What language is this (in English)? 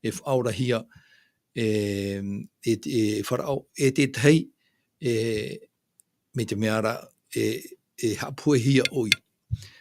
Tahitian